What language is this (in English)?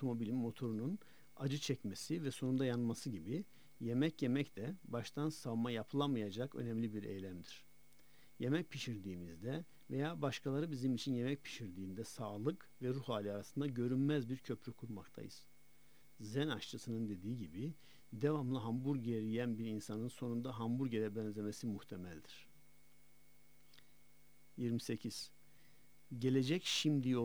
Turkish